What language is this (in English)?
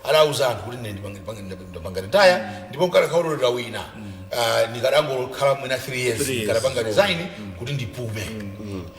Nyanja